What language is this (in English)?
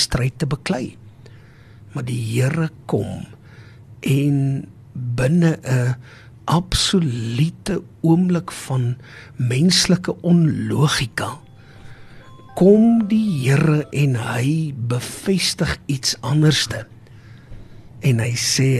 Afrikaans